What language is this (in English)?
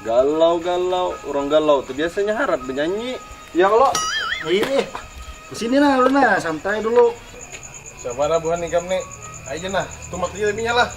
Banjar